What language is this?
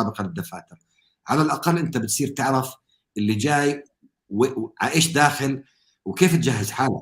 North Levantine Arabic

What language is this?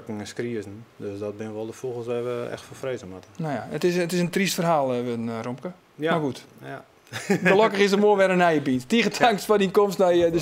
Western Frisian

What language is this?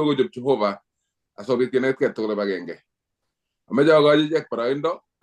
Kalenjin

